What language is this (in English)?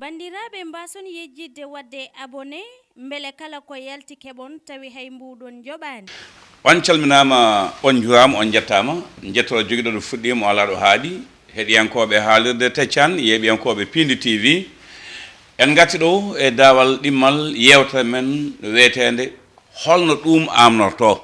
Fula